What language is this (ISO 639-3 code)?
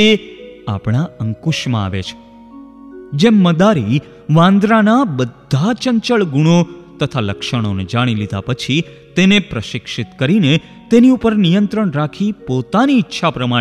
guj